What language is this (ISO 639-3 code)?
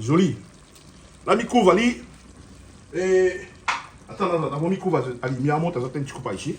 rcf